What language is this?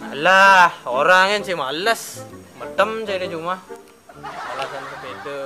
Balinese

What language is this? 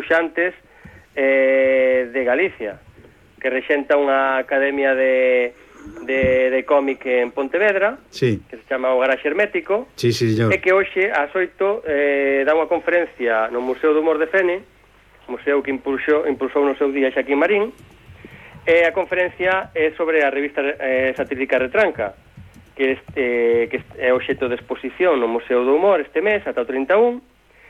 Galician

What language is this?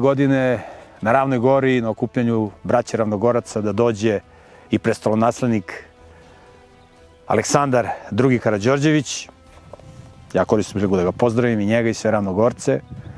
Serbian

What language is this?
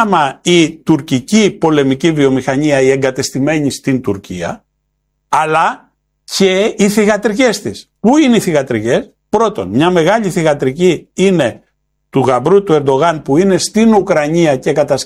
Greek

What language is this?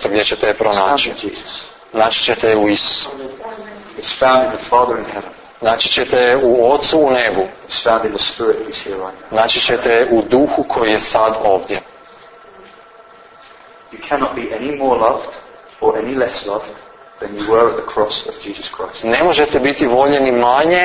Croatian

